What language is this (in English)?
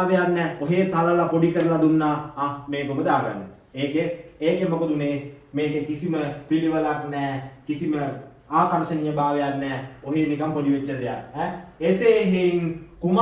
Sinhala